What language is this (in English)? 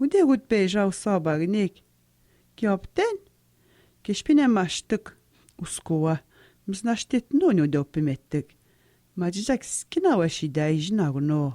Atikamekw